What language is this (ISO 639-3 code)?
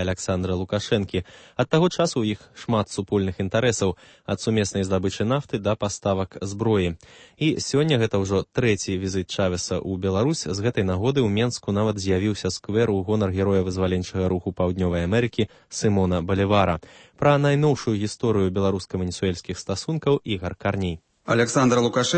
bel